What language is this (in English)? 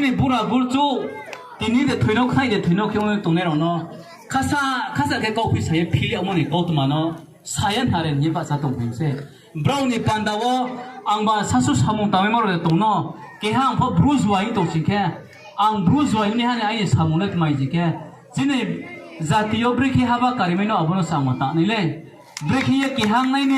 Riang (India)